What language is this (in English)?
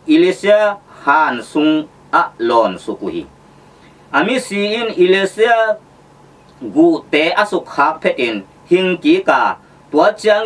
Tedim Chin